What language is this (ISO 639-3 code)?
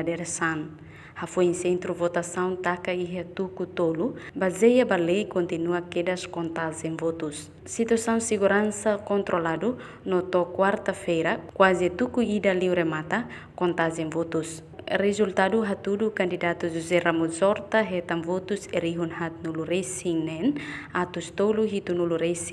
tet